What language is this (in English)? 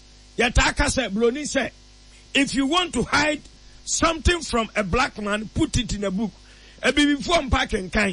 Akan